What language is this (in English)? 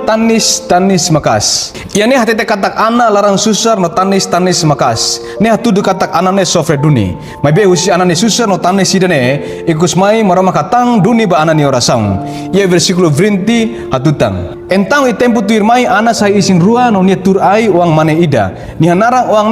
Tetum